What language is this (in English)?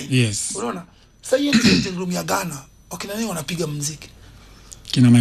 Swahili